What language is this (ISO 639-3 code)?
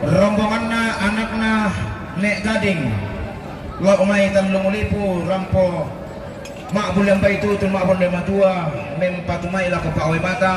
sda